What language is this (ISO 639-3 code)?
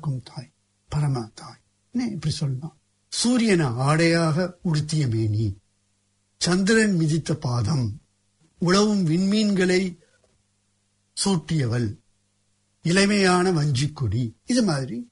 tam